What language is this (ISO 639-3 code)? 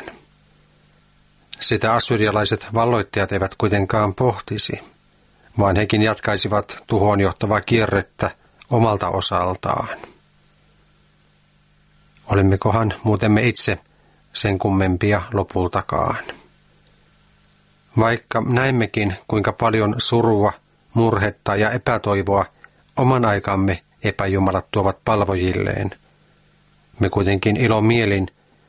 fin